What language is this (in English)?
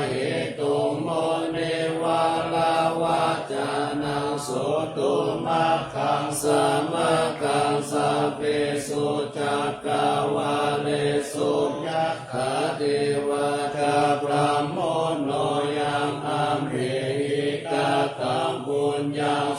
Pali